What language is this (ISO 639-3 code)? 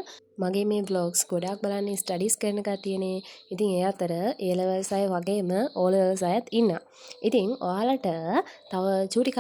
sin